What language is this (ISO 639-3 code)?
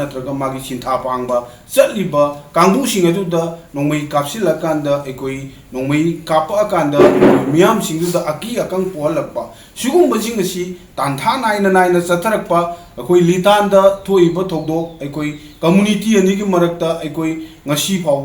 mni